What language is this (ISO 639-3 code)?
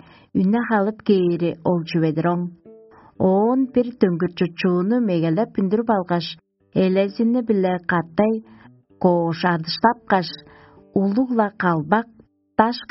tyv